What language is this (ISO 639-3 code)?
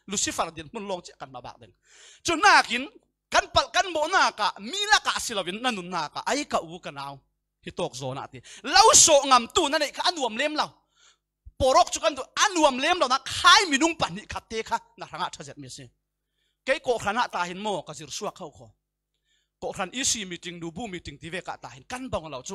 cfm